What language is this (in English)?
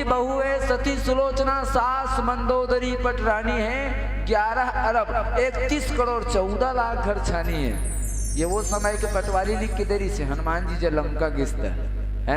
Chhattisgarhi